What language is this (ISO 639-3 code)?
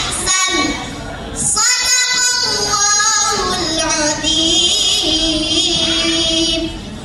bjn